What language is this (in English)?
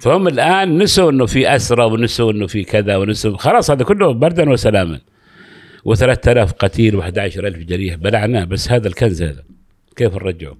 Gulf Arabic